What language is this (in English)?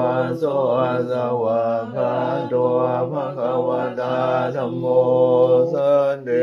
Pali